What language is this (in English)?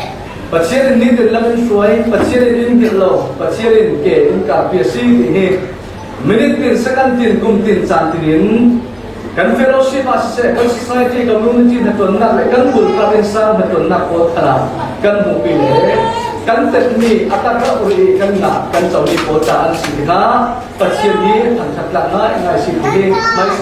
Falam Chin